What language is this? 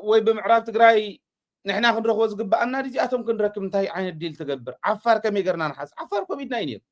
Tigrinya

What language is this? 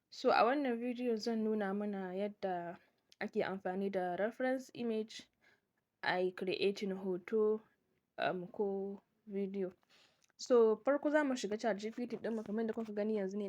Hausa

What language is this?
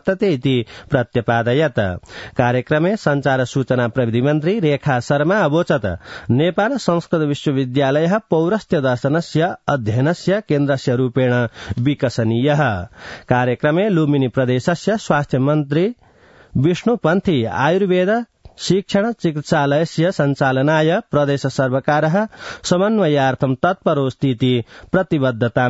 Sanskrit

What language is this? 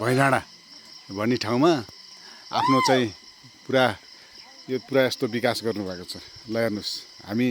Nepali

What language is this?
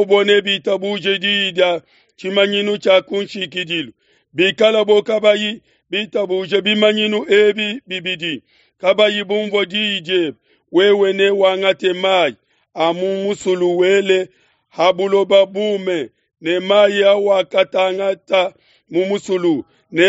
Luba-Lulua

